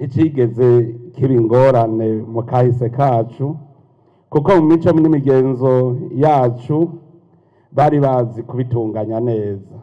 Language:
Rundi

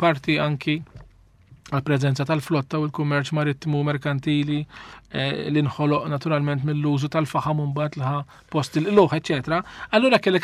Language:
Maltese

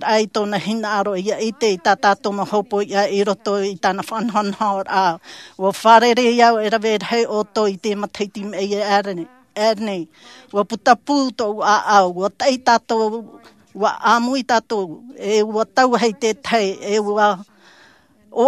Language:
Tahitian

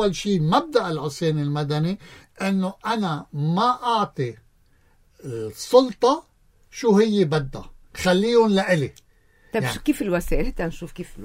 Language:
North Levantine Arabic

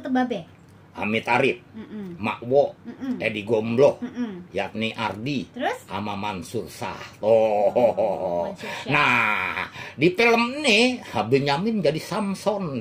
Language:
Betawi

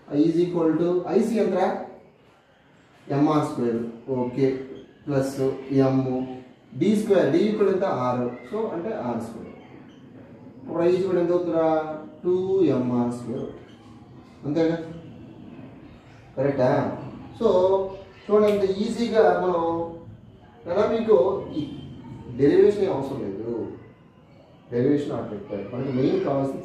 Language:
Telugu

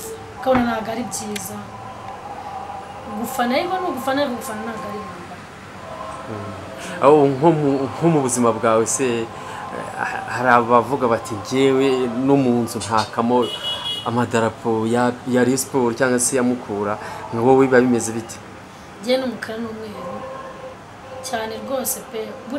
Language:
Kinyarwanda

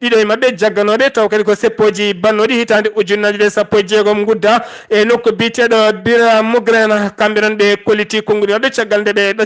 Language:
Fula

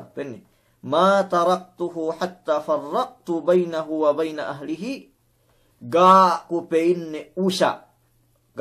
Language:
Yakan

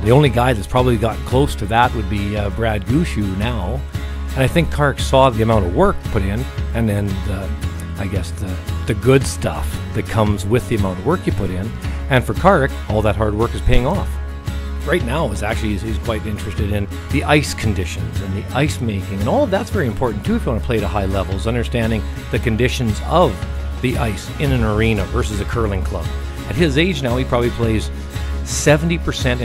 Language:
English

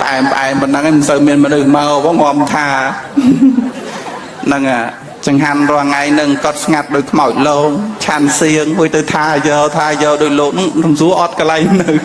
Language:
Khmer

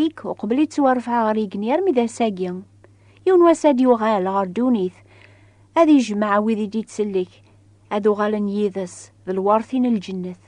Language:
Kabyle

